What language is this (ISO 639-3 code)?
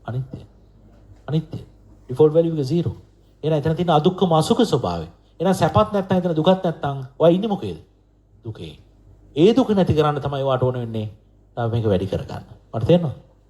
sin